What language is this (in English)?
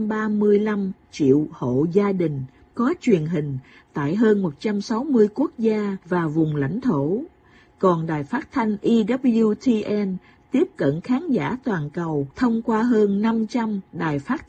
Vietnamese